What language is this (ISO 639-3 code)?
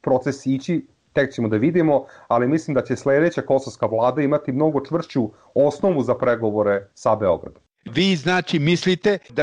srp